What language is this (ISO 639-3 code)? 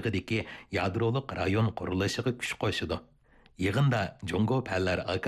uig